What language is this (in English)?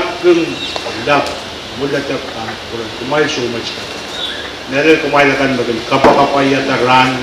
Pohnpeian